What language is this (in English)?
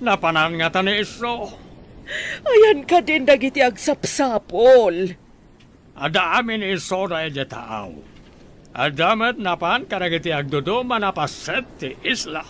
Iloko